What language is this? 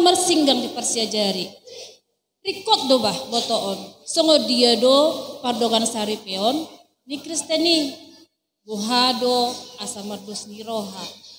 Batak Toba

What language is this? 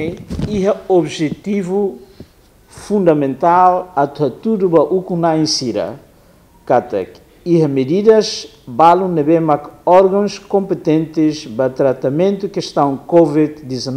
Tetum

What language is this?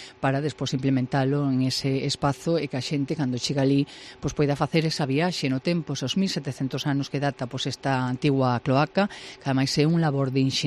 Galician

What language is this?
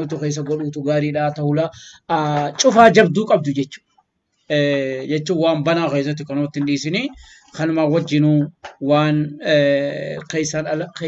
Oromo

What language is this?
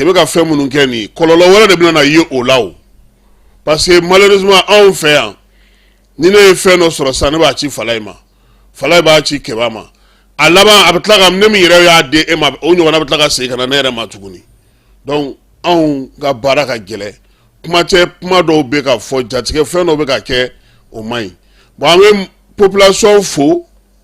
Bambara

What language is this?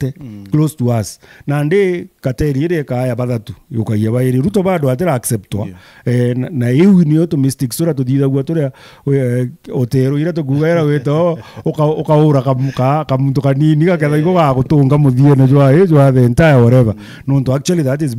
Meru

